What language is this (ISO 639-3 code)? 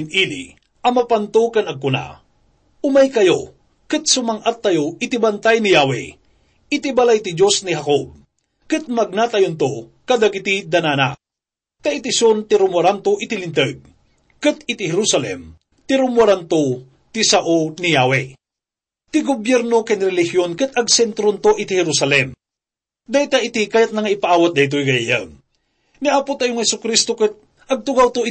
ilo